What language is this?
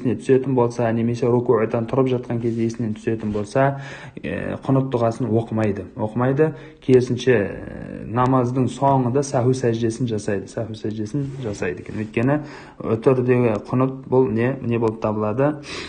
Kazakh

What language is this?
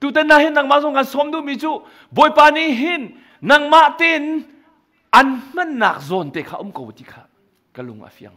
Hakha Chin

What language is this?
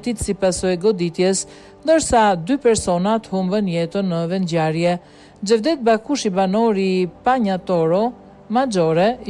Albanian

